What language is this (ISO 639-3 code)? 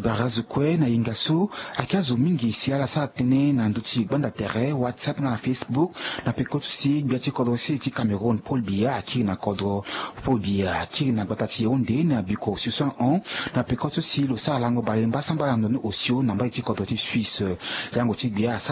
sag